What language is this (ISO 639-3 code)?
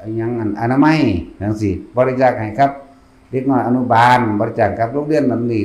tts